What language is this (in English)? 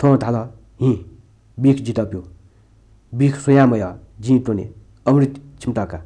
Newari